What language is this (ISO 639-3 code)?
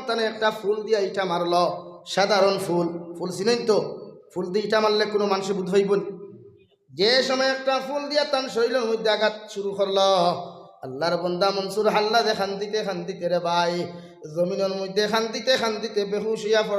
syl